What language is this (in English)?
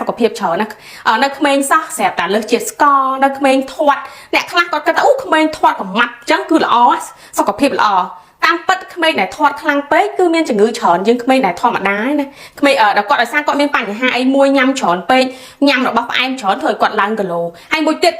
Khmer